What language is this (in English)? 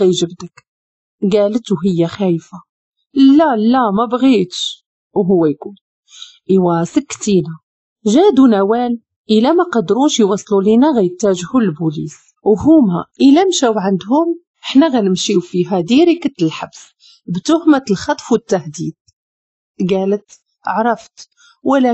Moroccan Arabic